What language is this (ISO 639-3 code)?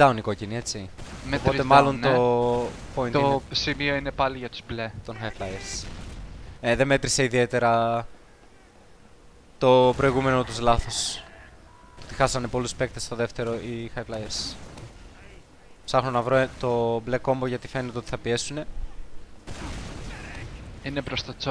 ell